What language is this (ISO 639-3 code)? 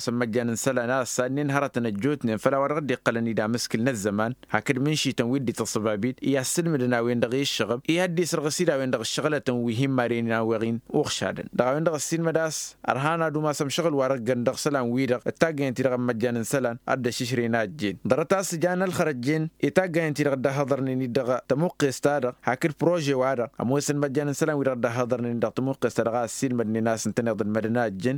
taq